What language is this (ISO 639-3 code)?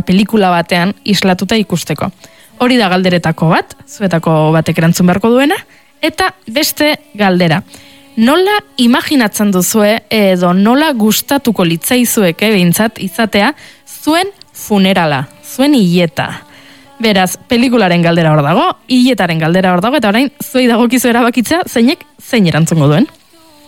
eus